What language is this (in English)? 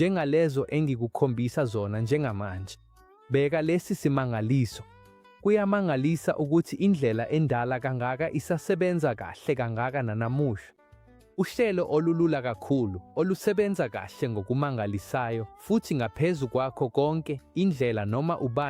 Zulu